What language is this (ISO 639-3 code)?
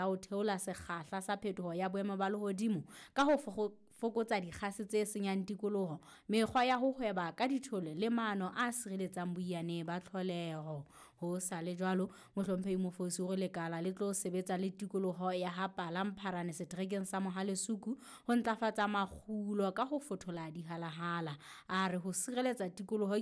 sot